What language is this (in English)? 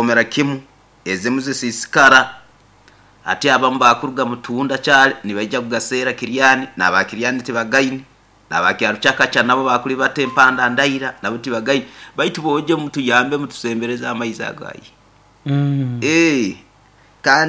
Nyoro